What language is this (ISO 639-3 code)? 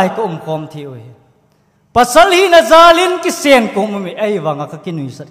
tcz